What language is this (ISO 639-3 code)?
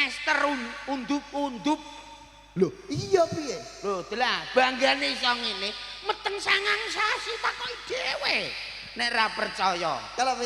jav